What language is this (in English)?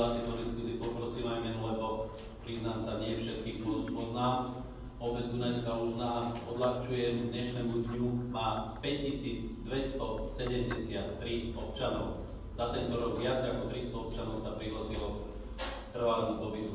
Slovak